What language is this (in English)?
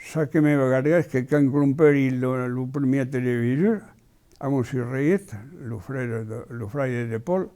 Occitan